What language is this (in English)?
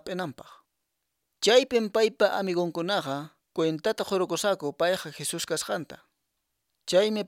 Quechua